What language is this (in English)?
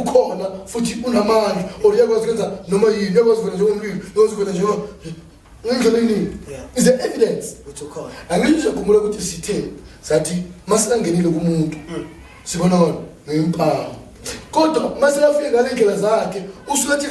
Zulu